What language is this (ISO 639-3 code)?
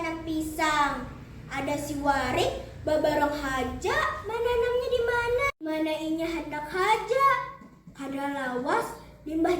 bjn